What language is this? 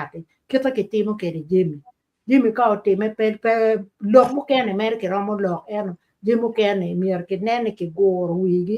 Acoli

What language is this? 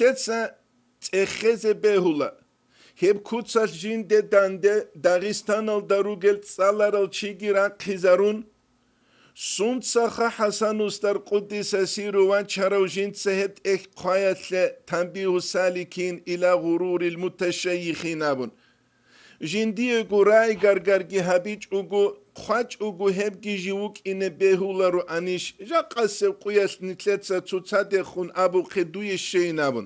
Avaric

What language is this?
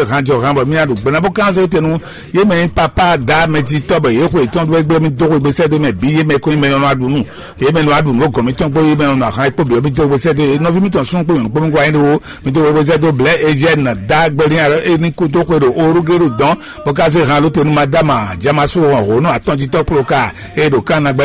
Fon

